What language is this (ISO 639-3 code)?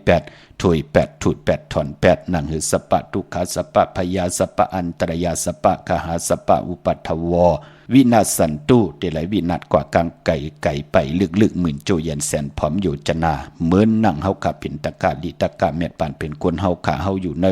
shn